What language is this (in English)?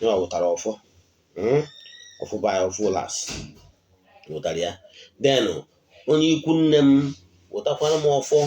Igbo